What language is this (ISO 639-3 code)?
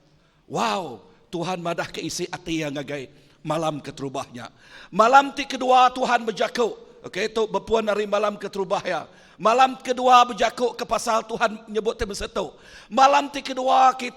iba